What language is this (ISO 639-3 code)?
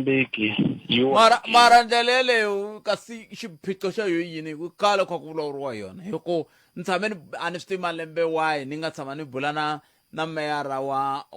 tso